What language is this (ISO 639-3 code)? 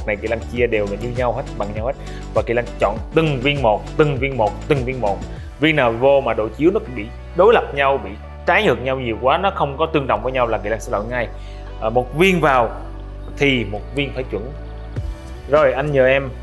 vie